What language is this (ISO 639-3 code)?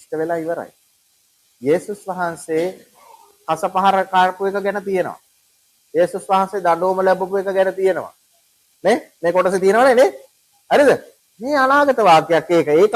sin